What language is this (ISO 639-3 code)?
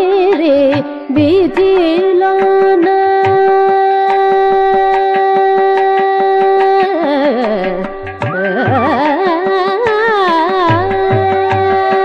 tel